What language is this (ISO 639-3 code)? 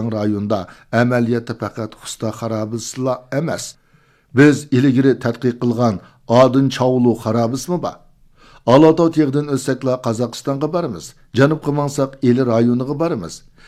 uig